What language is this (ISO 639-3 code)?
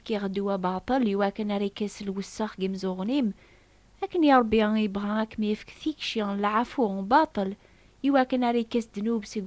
kab